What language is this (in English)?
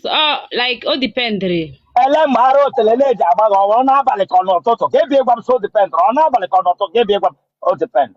Igbo